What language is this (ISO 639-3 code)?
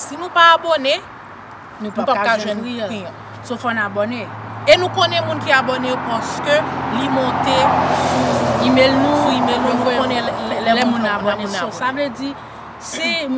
hat